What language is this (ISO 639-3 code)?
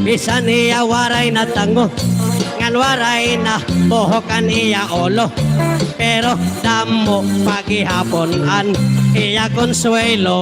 war